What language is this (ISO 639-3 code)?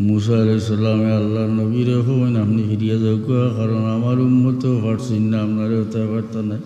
syl